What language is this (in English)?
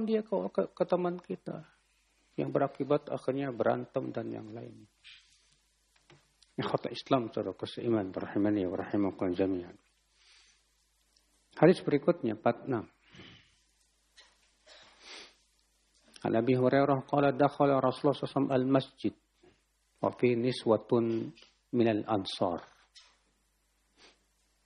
Indonesian